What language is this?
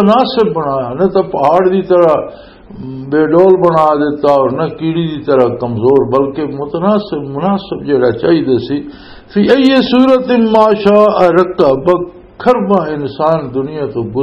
Western Panjabi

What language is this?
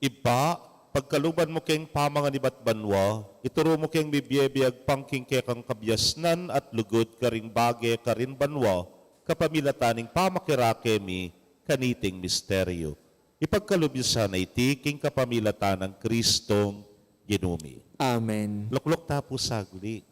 Pampanga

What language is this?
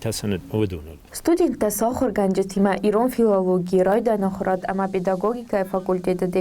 Ossetic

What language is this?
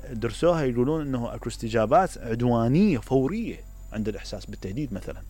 Mesopotamian Arabic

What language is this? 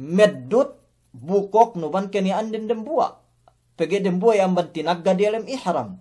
Yakan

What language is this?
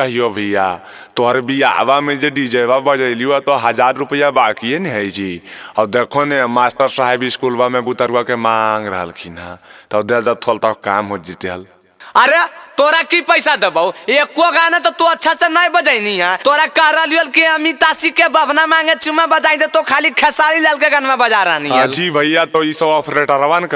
Magahi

